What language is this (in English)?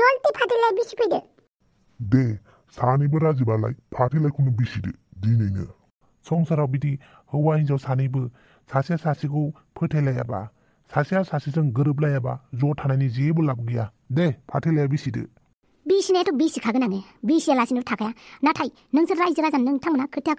Bodo